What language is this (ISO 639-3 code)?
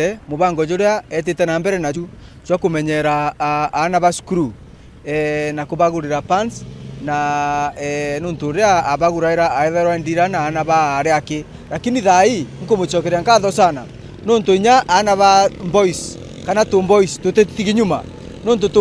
mer